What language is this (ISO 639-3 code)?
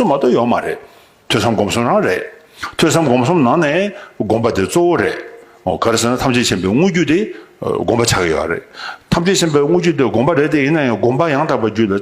bod